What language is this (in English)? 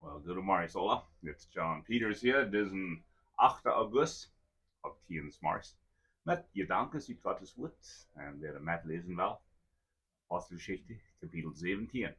Plautdietsch